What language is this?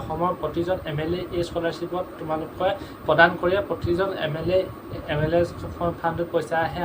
Assamese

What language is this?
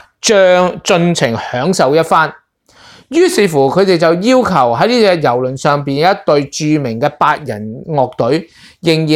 Cantonese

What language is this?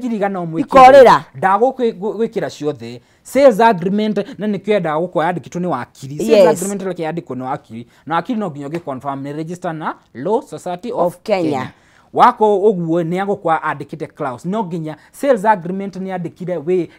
Kikuyu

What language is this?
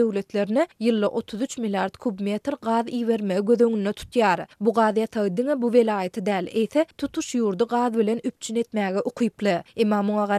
Turkmen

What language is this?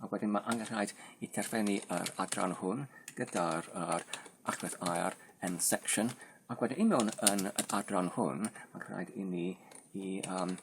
Welsh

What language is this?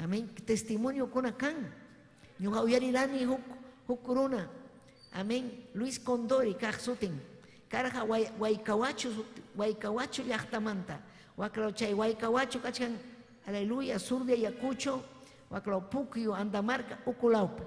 Ayacucho Quechua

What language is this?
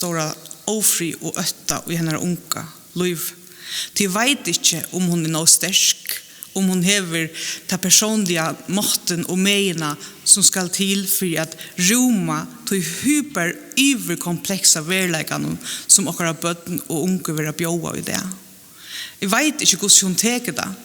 Faroese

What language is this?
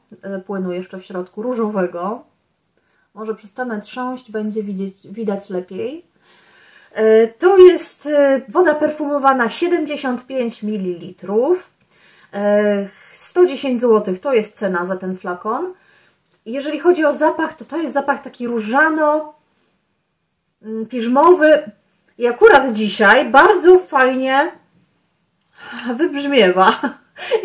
Polish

